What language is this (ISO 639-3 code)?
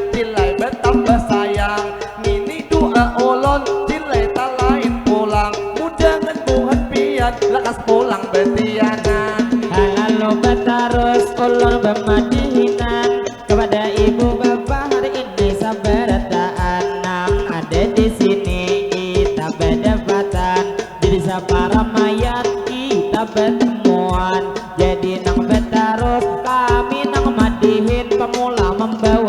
bjn